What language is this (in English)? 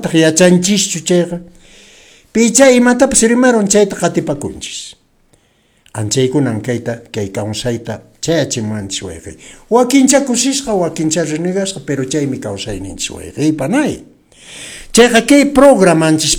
Quechua